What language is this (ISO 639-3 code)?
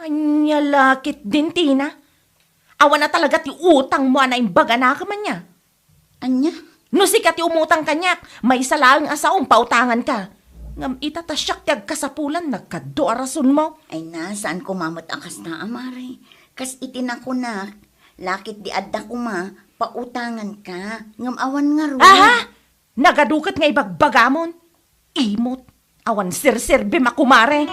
ilo